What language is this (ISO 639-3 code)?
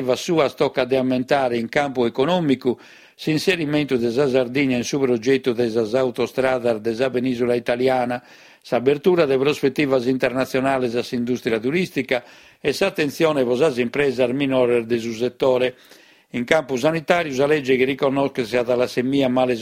srd